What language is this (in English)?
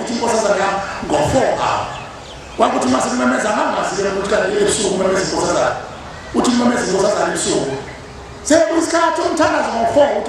Zulu